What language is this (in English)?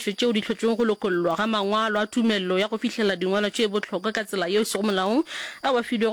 Northern Sotho